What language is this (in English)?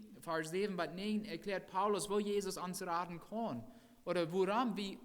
Plautdietsch